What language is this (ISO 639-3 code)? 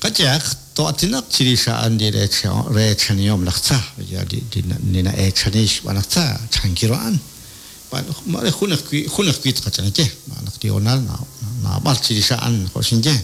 kek